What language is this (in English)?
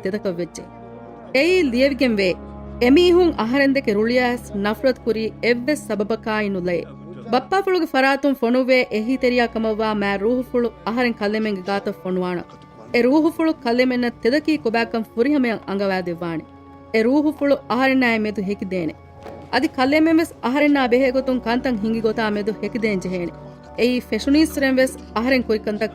Divehi